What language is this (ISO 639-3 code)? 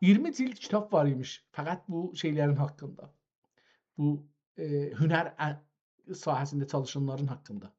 azb